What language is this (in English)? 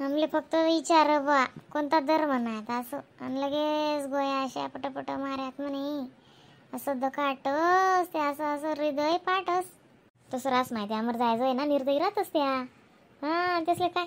Khandesi